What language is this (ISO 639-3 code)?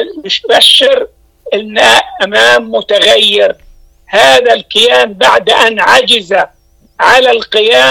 ara